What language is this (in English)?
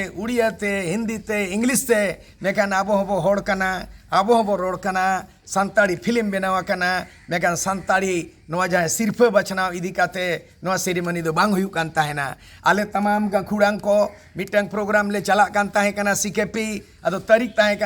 Santali